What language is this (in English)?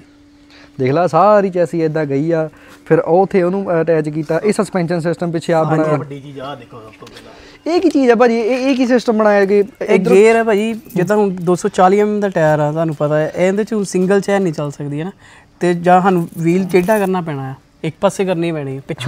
Punjabi